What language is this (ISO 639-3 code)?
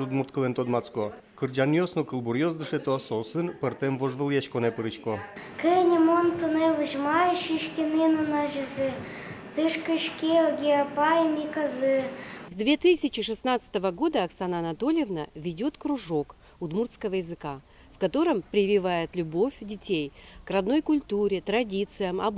udm